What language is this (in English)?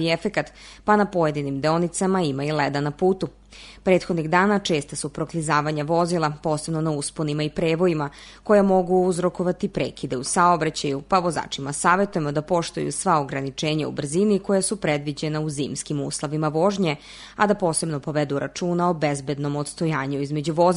Serbian